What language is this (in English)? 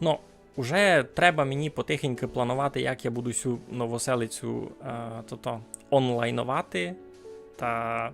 Rusyn